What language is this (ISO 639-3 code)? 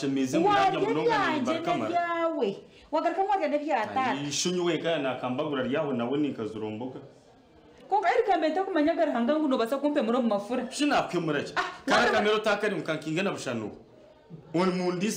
nyn